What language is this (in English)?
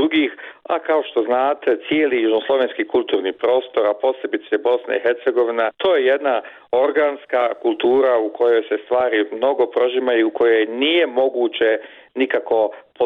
Bosnian